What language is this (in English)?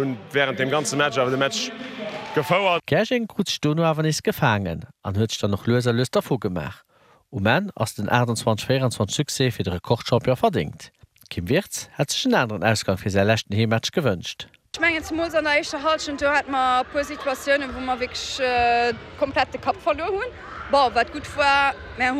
Luxembourgish